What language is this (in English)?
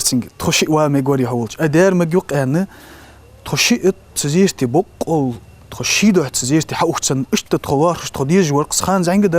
Ingush